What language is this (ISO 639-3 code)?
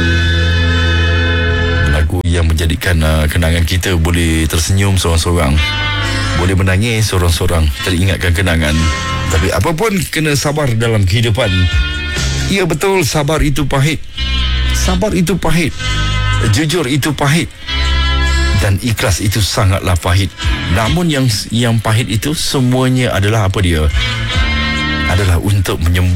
msa